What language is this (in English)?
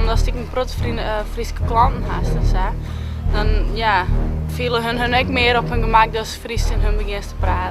Western Frisian